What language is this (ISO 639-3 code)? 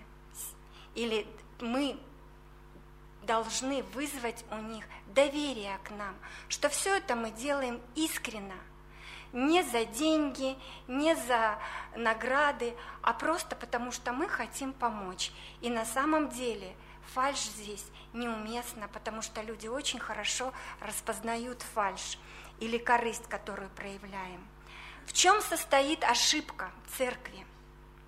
rus